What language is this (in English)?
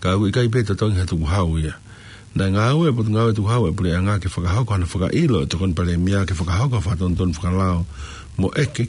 Tongan